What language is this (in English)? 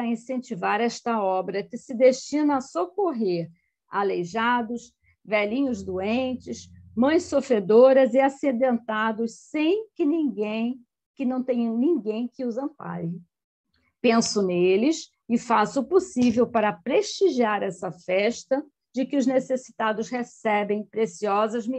Portuguese